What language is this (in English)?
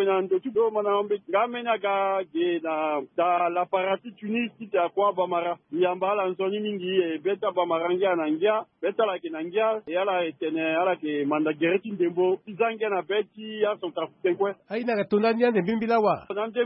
Sango